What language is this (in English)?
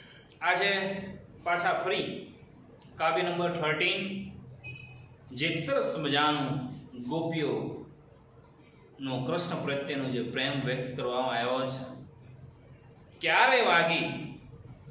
Gujarati